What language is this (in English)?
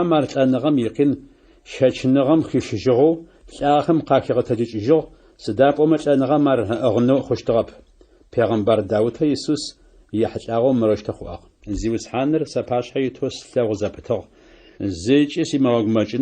Adyghe